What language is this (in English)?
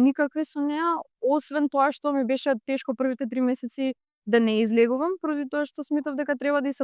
Macedonian